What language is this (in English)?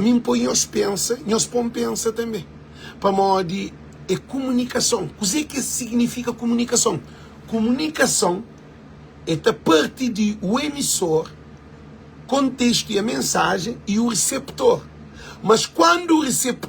Kabuverdianu